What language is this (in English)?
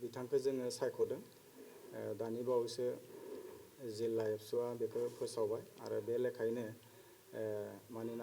Bodo